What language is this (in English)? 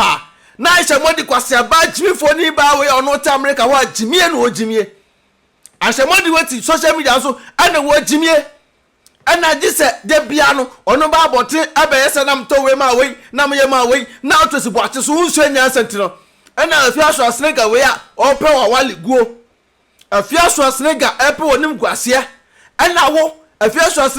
Akan